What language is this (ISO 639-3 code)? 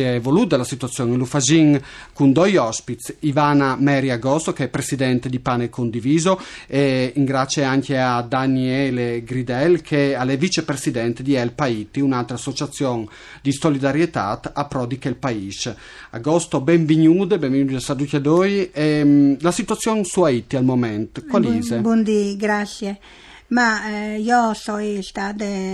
fur